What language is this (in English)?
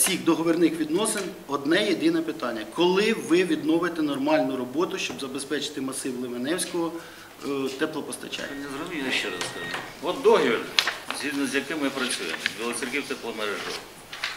Ukrainian